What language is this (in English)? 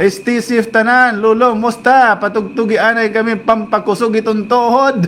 Waray